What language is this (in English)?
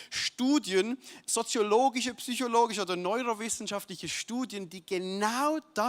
Swiss German